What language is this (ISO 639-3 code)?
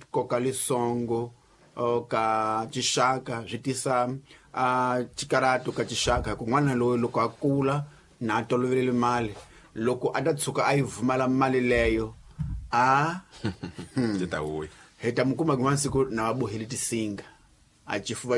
tso